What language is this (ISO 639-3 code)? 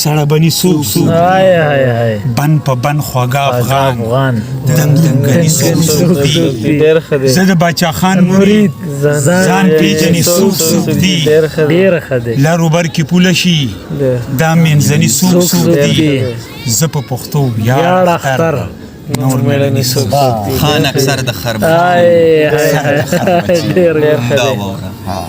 pus